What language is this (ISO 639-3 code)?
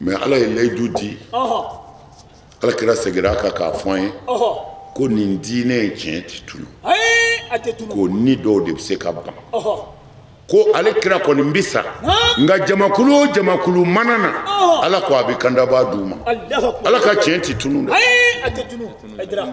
bam